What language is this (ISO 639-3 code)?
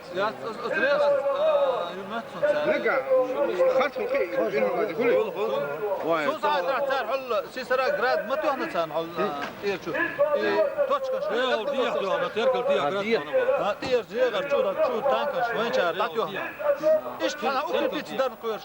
che